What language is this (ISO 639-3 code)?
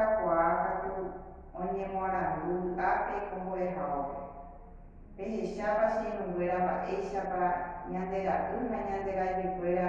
grn